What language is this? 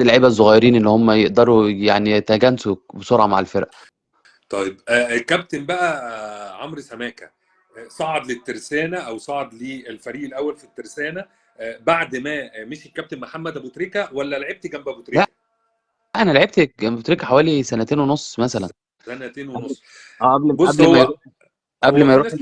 Egyptian Arabic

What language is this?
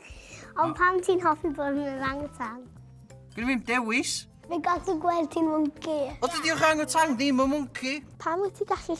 Welsh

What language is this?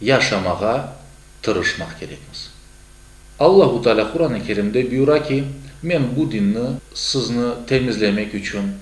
Crimean Tatar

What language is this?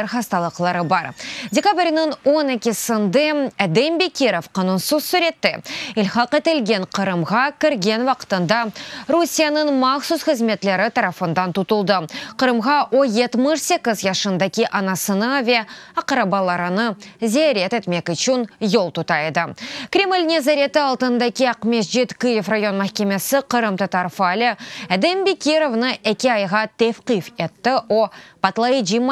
Crimean Tatar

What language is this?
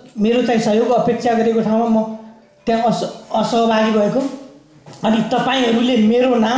Nepali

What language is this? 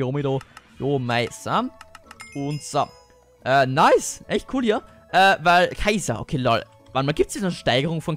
German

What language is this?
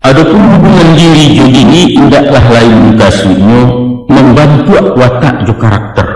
Minangkabau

